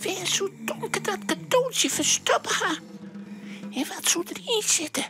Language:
Western Frisian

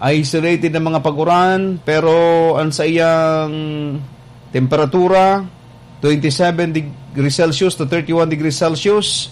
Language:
Bikol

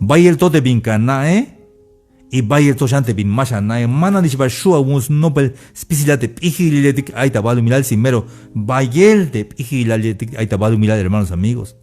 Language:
Tzeltal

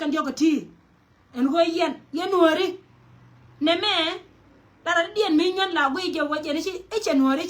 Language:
Nuer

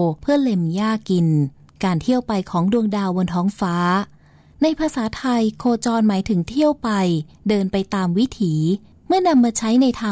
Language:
Thai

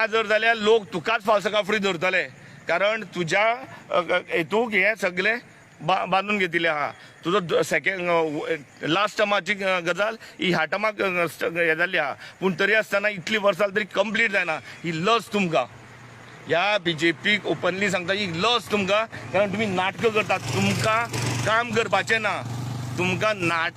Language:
Konkani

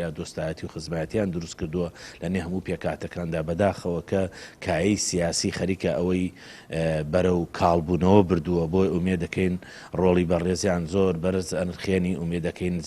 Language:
Central Kurdish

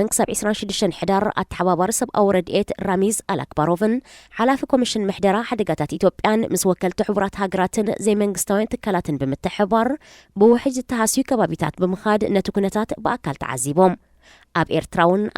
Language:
Tigrinya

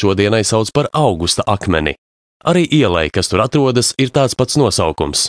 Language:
Latvian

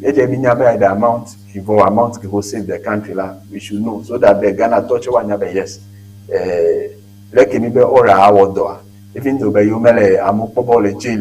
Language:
Ewe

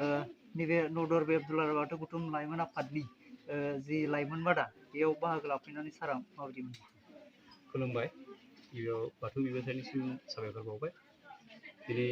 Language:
Bodo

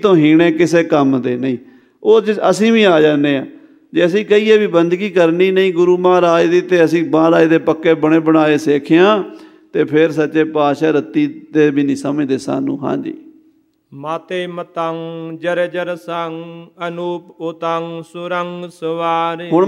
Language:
Punjabi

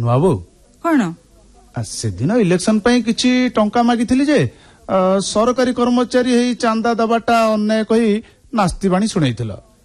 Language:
Odia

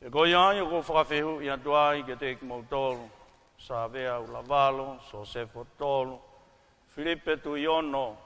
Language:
Tongan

